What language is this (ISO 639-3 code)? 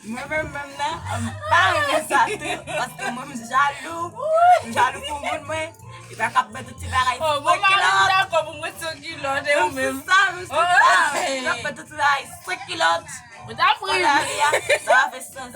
hat